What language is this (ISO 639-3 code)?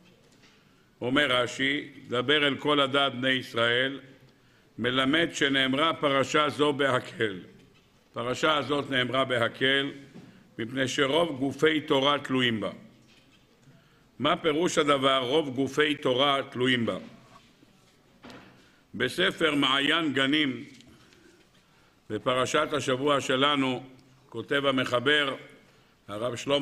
heb